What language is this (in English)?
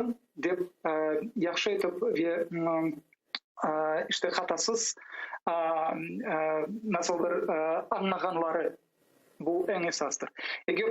Crimean Tatar